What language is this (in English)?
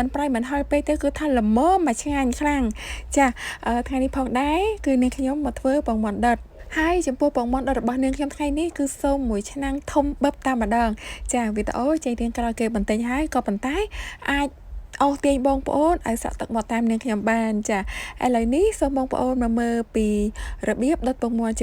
Khmer